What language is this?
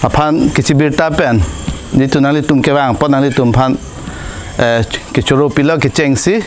Karbi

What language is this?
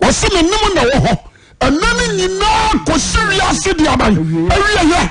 Akan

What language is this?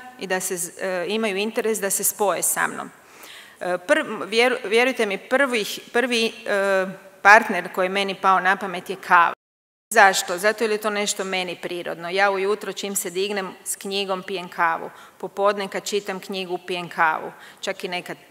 Croatian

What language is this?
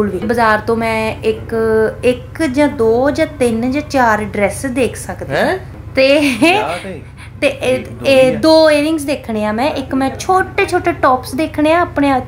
Punjabi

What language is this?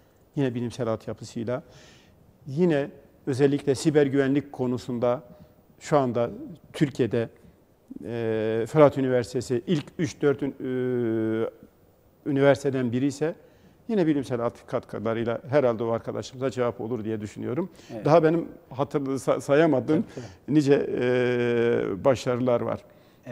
Turkish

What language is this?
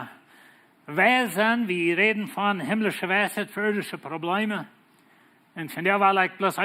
Plautdietsch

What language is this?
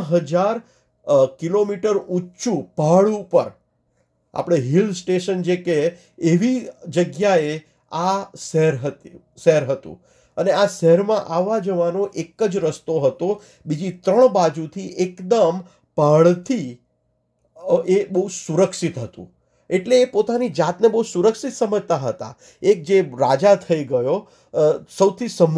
Gujarati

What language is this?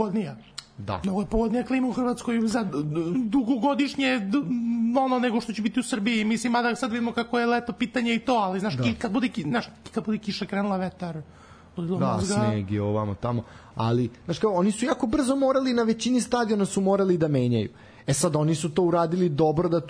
Serbian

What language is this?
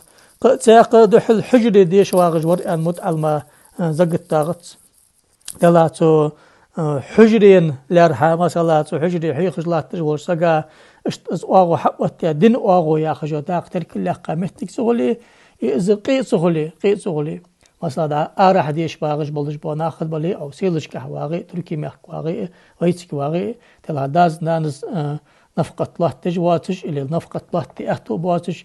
Ingush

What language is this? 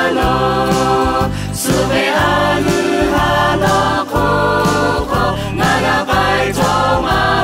Lahu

